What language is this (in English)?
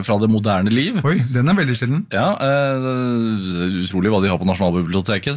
Norwegian